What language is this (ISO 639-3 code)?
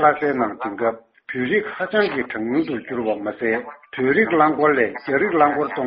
bod